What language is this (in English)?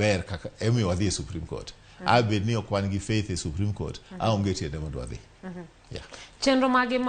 Luo (Kenya and Tanzania)